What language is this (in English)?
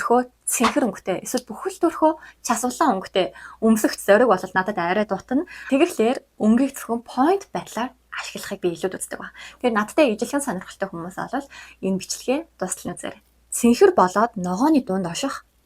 Mongolian